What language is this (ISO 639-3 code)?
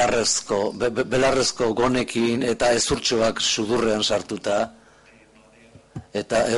eus